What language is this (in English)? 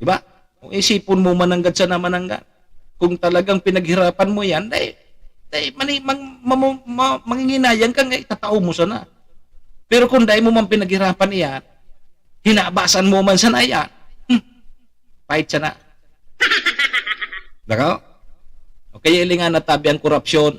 Bikol